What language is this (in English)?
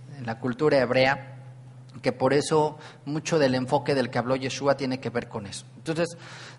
Spanish